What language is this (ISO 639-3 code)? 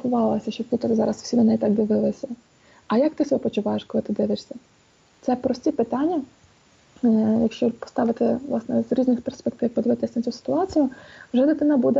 ukr